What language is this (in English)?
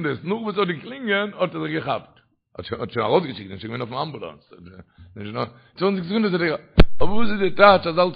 Yiddish